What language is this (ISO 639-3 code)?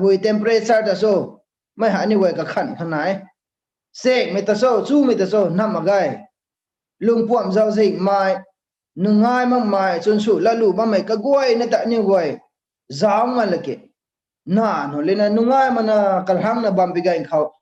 nbu